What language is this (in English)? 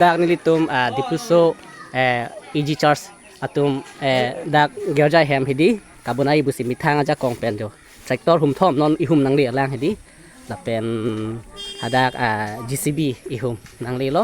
Karbi